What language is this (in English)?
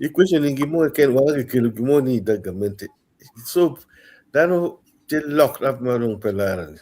Acoli